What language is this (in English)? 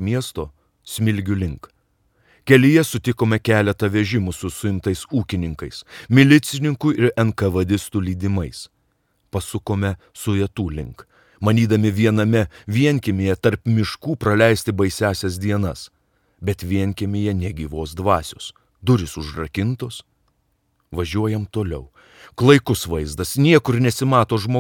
Lithuanian